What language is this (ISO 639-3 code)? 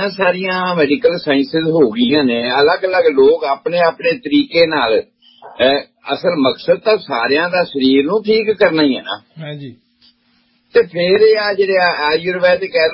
pan